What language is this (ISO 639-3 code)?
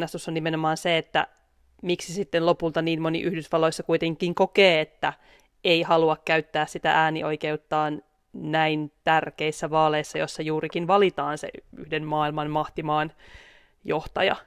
fin